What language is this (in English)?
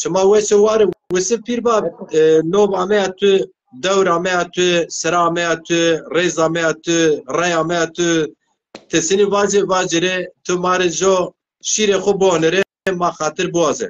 Zaza